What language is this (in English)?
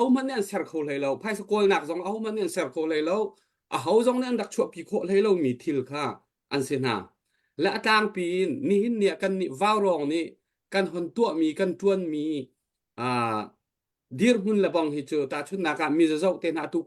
Hakha Chin